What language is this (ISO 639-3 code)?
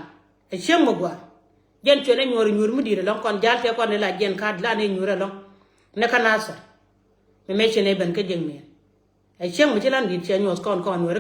nus